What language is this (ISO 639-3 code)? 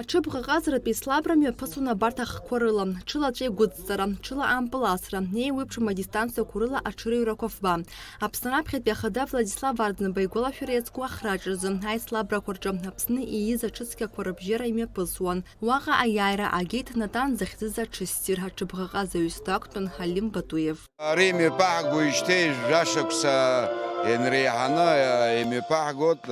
abk